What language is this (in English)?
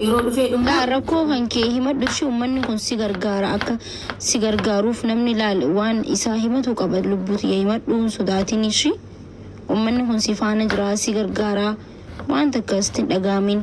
Oromo